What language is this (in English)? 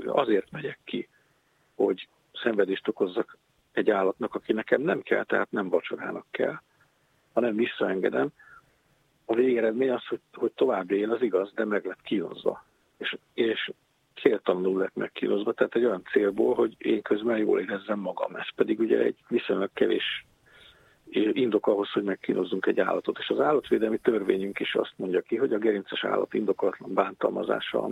Hungarian